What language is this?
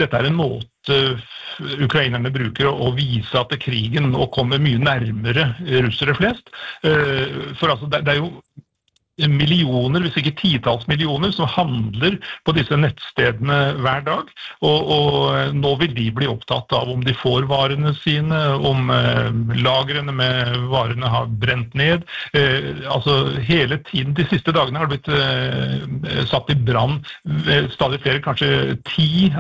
Norwegian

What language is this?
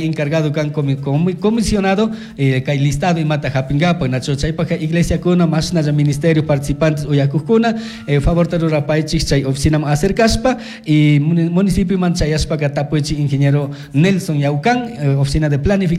Chimborazo Highland Quichua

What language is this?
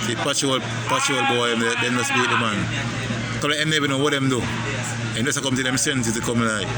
Jamaican Creole English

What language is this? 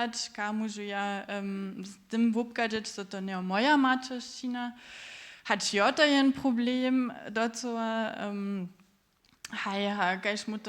Upper Sorbian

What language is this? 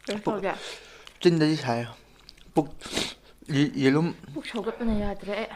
Manipuri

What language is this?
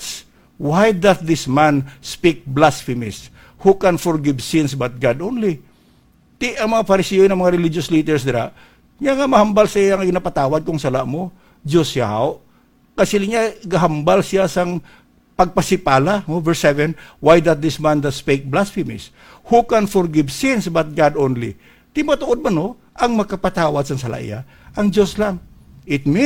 Hiligaynon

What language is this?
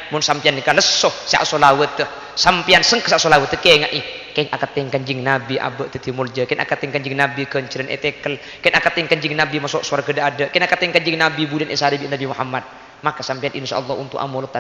Madurese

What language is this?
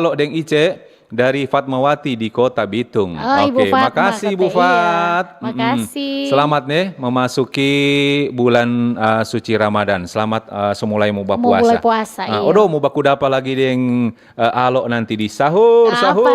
Manado Malay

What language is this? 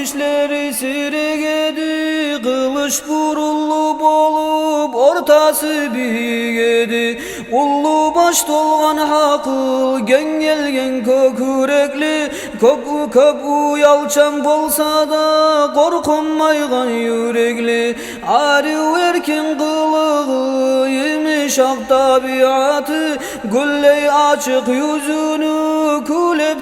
Kumyk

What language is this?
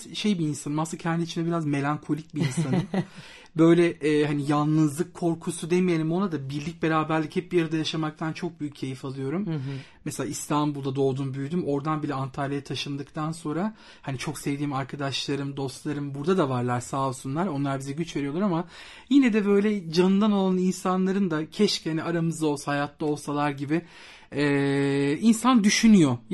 Turkish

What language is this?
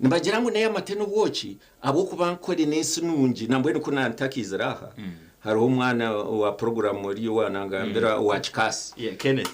Nyankole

